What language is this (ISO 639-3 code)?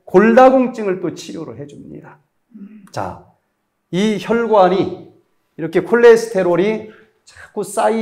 kor